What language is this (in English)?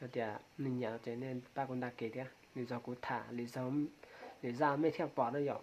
Hmong